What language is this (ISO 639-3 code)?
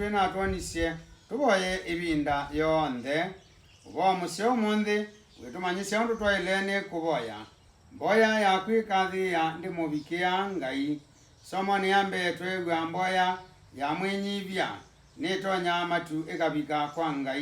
kam